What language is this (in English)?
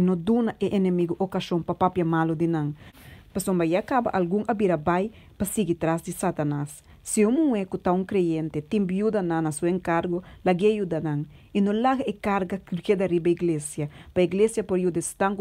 Papiamento